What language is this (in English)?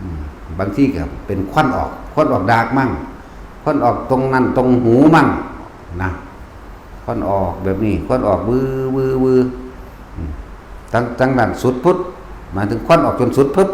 Northeastern Thai